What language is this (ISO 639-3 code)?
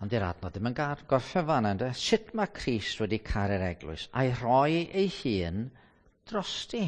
cym